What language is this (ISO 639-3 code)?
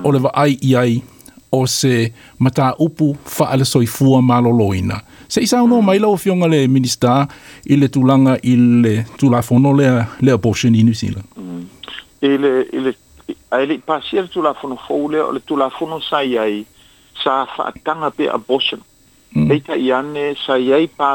smo